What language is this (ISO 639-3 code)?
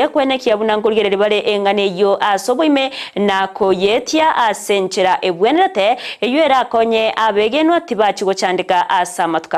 guz